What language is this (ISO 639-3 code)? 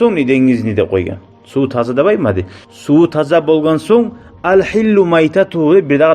kum